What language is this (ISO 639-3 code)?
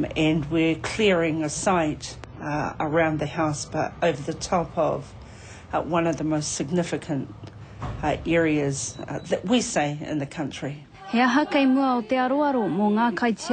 mri